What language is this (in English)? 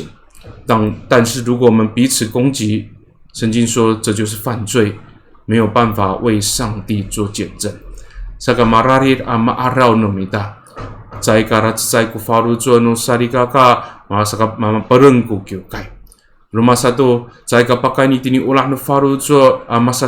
Amis